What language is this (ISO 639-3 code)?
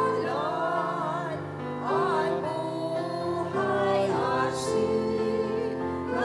bik